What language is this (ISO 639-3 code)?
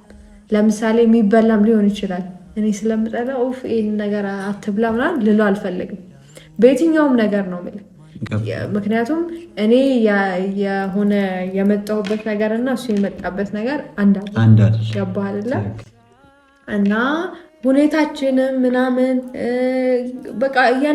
amh